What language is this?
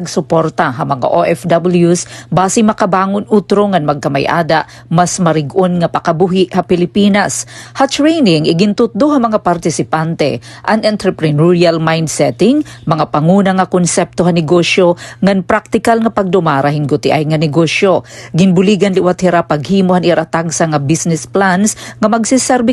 Waray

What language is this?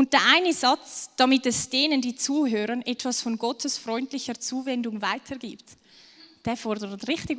Swiss German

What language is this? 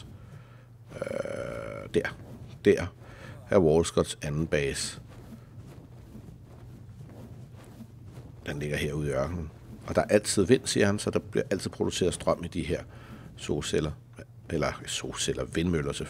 Danish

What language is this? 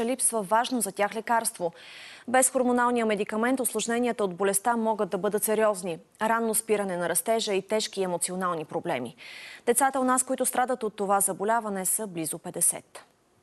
Bulgarian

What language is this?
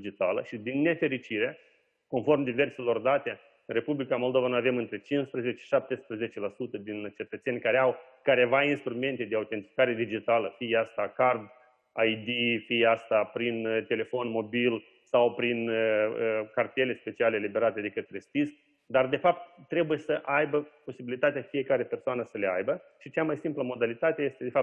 Romanian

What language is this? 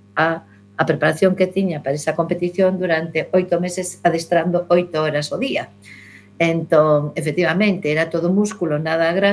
Galician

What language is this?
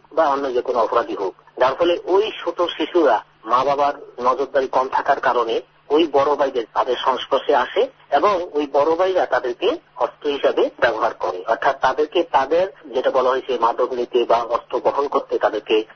Bangla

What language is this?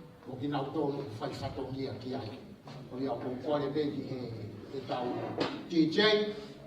Tongan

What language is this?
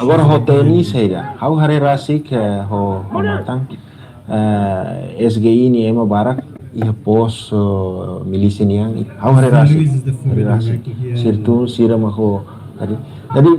Tetum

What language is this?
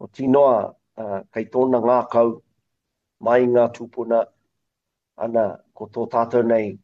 Māori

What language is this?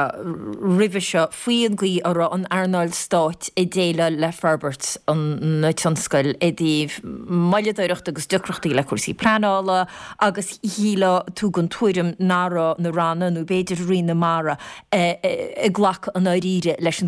Irish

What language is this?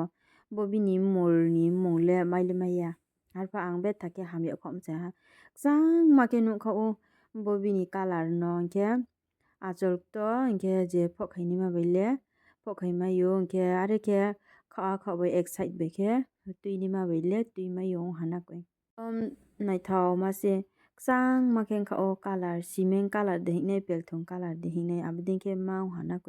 Riang (India)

